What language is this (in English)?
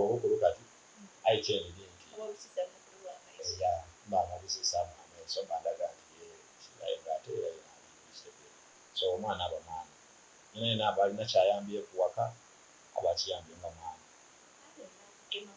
Soga